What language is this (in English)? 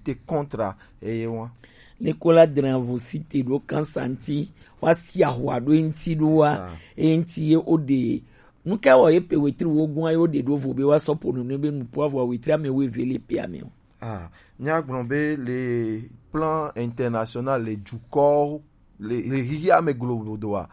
Gen